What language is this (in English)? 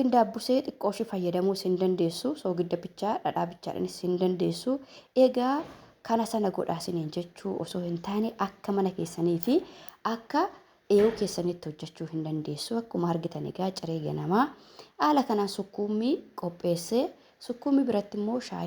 Oromo